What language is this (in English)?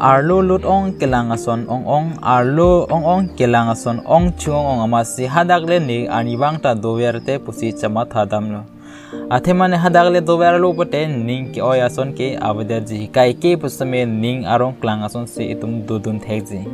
Karbi